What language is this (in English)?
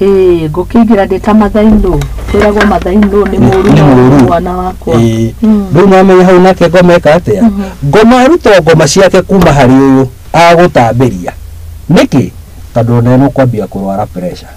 Kikuyu